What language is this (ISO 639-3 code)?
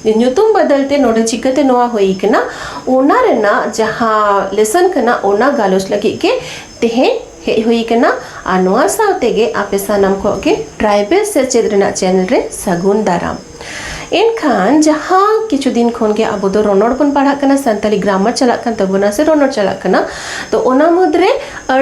sat